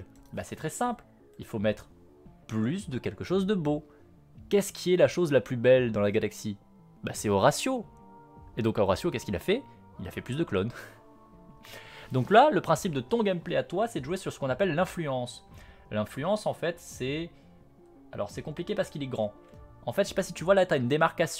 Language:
French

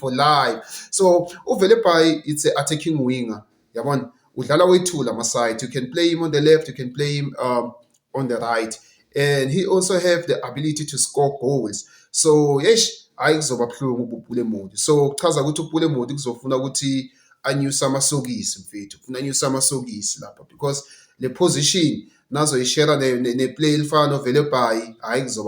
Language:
Zulu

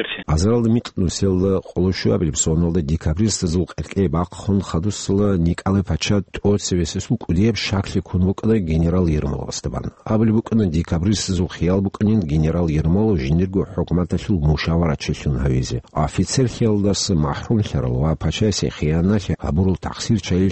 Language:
Avaric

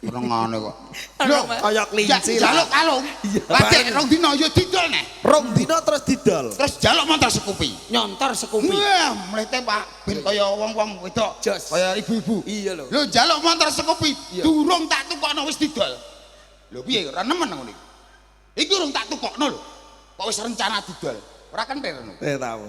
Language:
Javanese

